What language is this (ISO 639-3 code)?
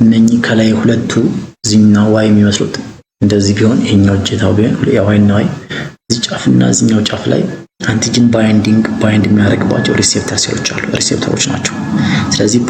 amh